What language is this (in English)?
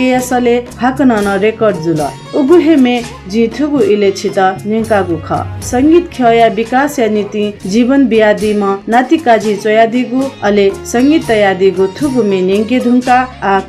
Newari